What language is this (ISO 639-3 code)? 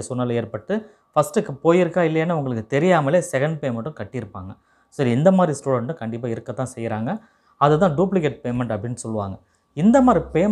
tam